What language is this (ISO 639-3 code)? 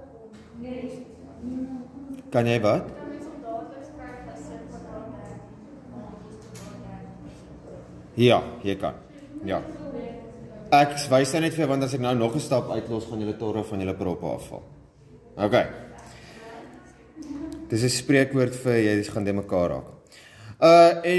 afr